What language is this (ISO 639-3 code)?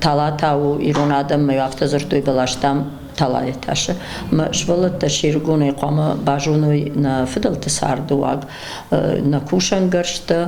oss